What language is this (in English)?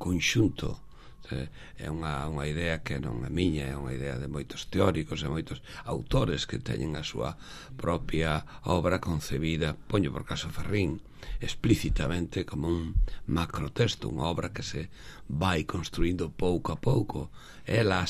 Galician